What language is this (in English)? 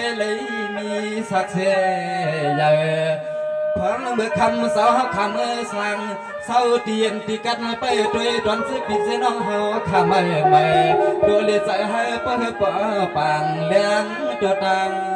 Shan